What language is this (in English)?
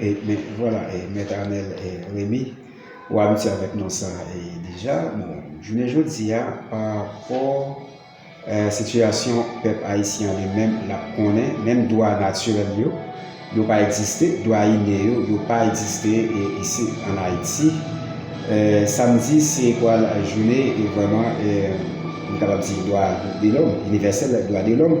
Haitian Creole